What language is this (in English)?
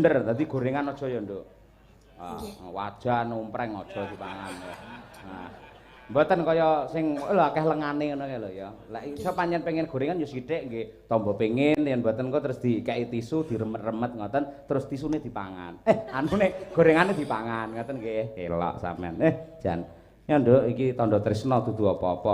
Javanese